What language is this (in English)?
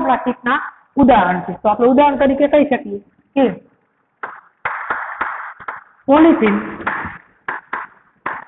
Gujarati